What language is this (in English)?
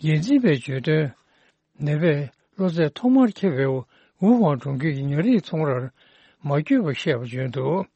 Tibetan